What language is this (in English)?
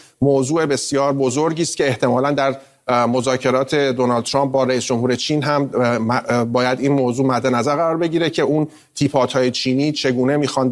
Persian